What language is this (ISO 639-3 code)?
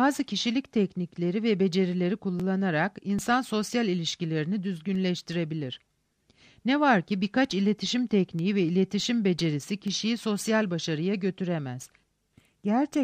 tur